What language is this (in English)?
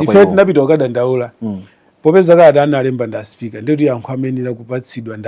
Nyanja